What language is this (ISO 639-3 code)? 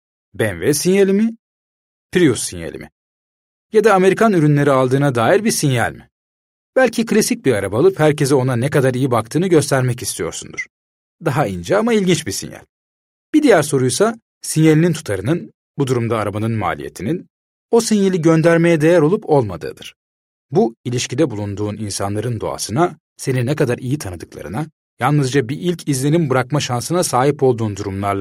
tur